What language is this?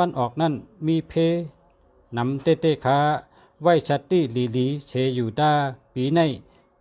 Shan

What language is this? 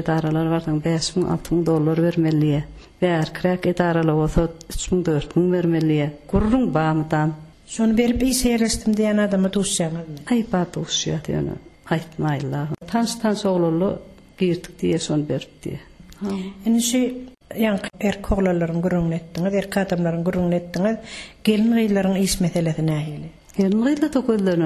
Turkmen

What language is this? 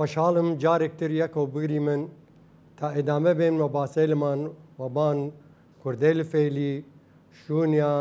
Southern Kurdish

